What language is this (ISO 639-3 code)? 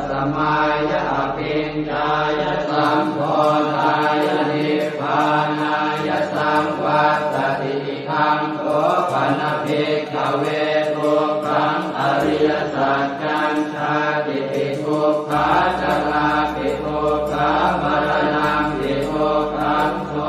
pli